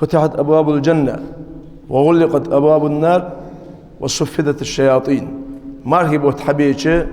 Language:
Ingush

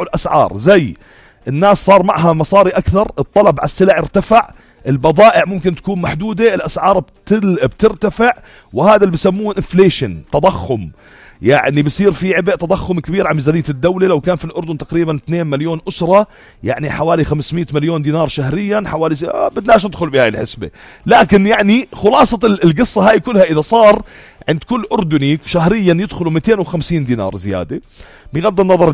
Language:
North Levantine Arabic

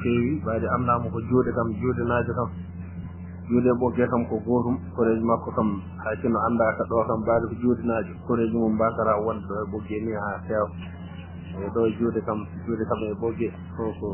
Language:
Fula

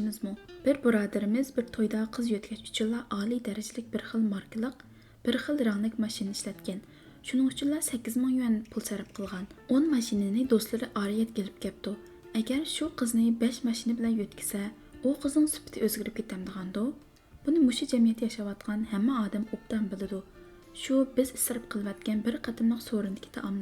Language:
Uyghur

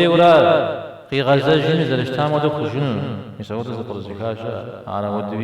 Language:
Kabardian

